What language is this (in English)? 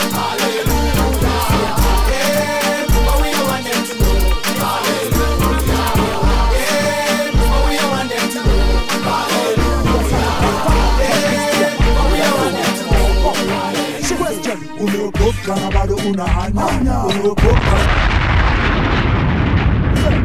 Swahili